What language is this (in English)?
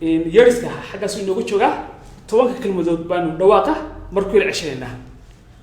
Somali